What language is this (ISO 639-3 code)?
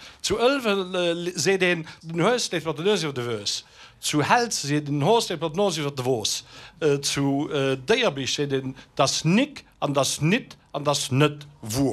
ltz